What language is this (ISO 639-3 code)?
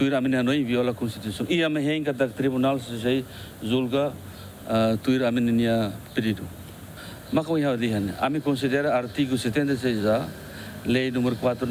tet